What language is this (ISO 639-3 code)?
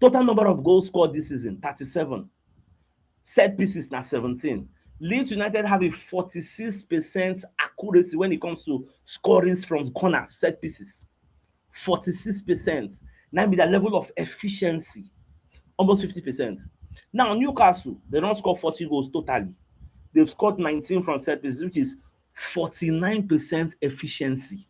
pcm